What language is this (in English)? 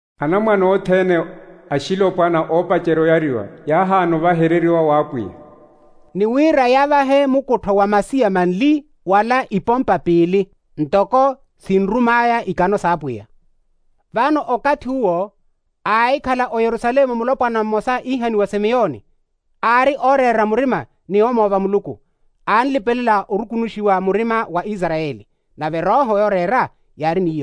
Makhuwa